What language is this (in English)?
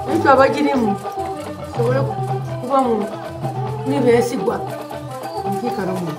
Nyoro